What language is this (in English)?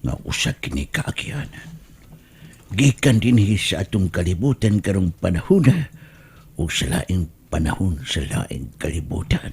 Cebuano